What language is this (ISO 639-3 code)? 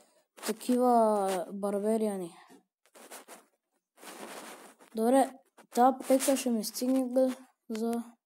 bul